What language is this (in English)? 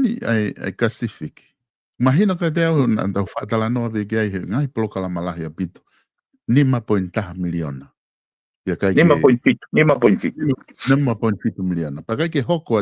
Tongan